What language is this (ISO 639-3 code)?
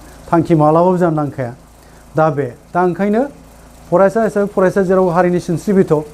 brx